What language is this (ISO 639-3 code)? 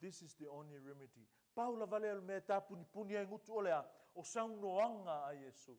smo